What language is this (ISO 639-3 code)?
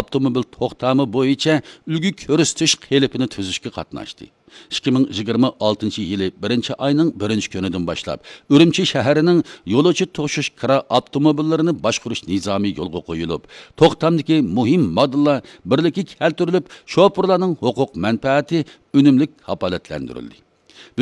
uig